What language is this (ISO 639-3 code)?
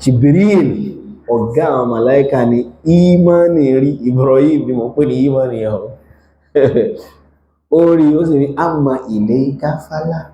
yor